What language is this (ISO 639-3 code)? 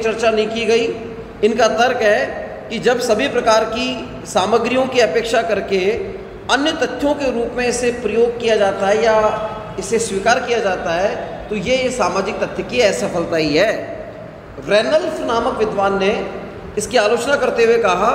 hin